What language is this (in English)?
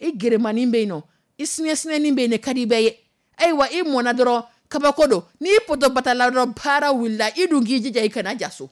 Dyula